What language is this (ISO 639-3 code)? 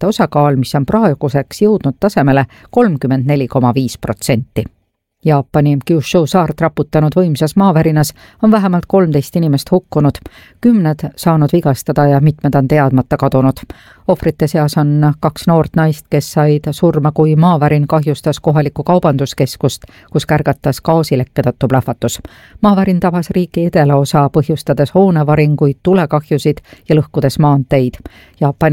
est